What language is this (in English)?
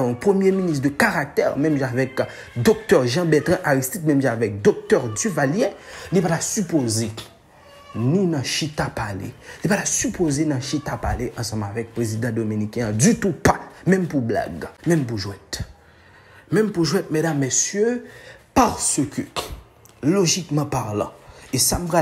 Haitian Creole